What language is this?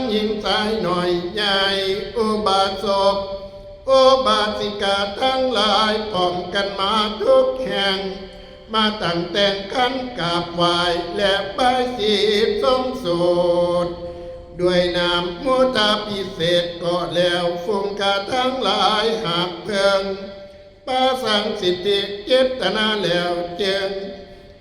Northeastern Thai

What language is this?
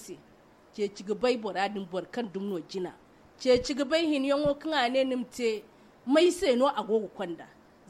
Zarma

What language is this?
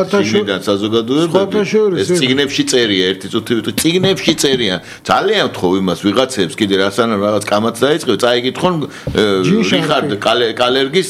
Georgian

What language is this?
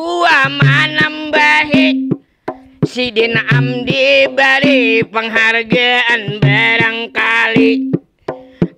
Banjar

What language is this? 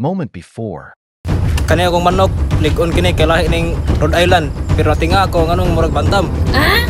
Cebuano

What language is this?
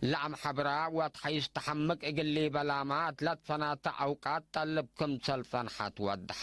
Tigre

